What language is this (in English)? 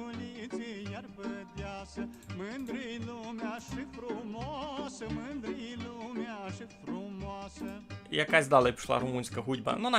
Rusyn